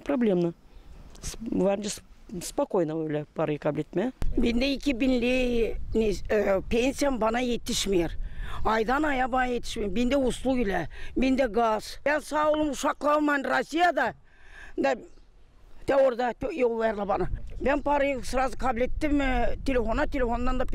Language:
Gagauz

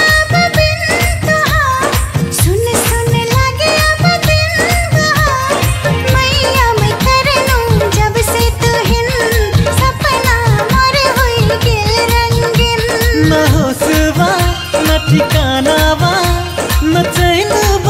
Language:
Bhojpuri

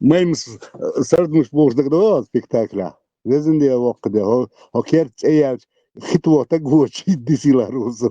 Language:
Chechen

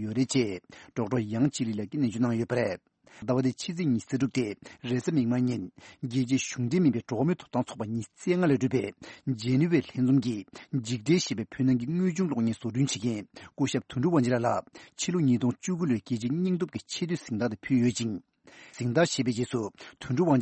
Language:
Tibetan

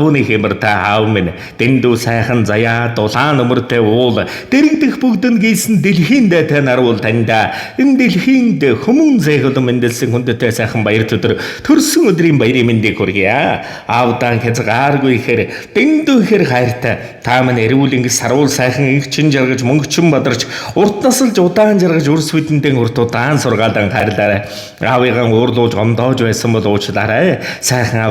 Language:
Mongolian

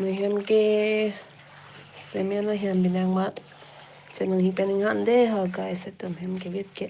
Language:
Karbi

